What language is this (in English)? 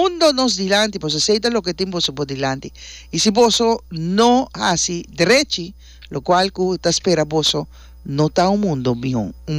Papiamento